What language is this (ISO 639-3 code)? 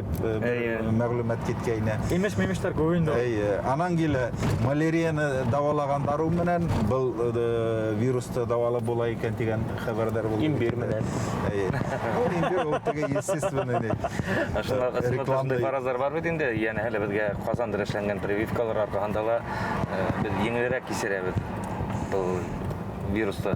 bak